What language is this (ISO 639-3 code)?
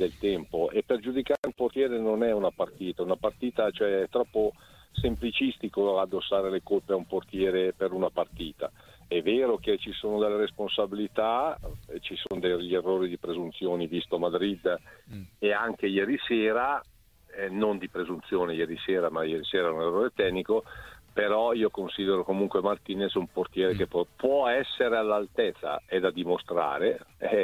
ita